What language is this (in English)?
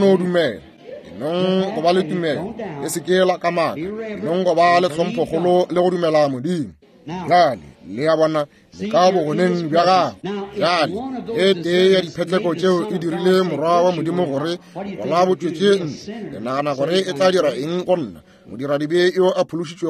Northern Sotho